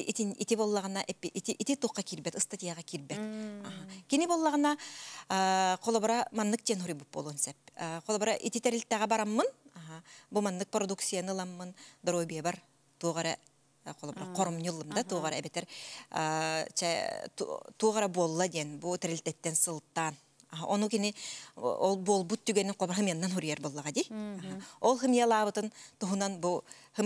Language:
Yakut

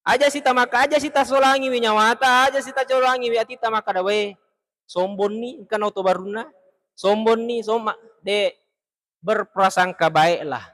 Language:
Buginese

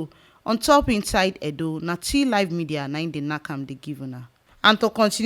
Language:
Nigerian Pidgin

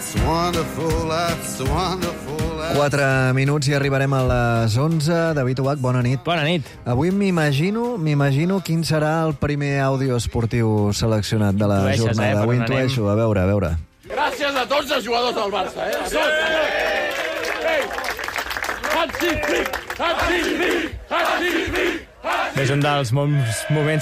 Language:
Catalan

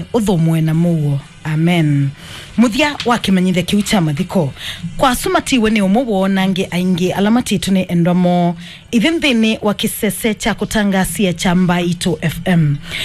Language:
Kamba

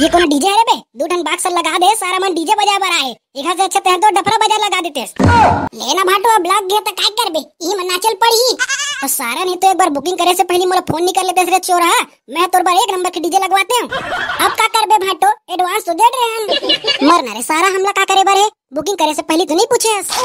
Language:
Chhattisgarhi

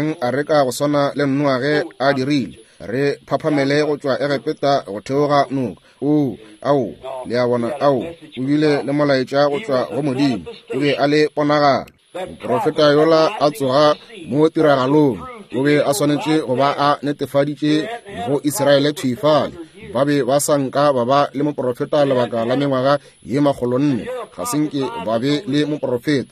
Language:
Northern Sotho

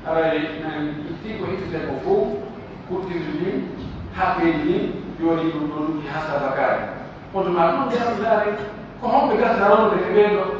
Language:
Pular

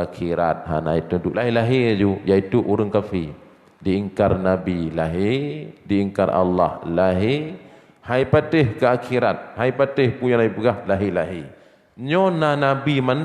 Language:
Achinese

